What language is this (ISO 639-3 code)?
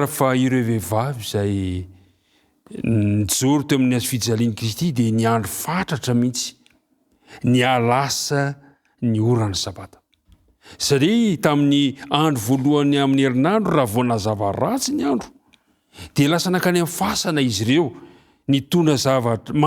mlg